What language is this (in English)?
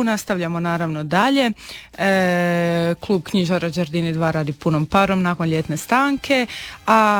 Croatian